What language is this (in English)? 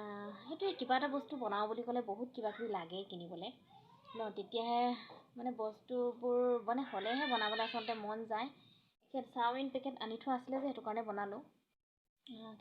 Assamese